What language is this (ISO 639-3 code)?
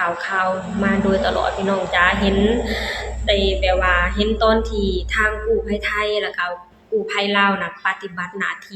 lao